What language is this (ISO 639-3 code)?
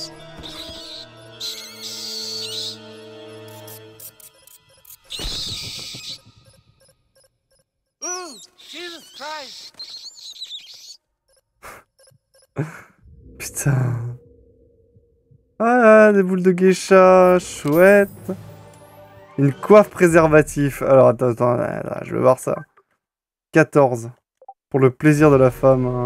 fra